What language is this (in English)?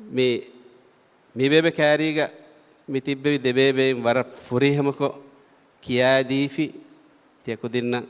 Divehi